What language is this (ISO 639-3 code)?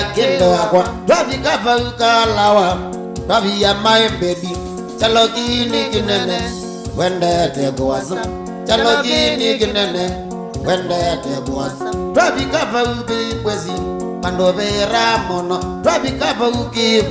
kam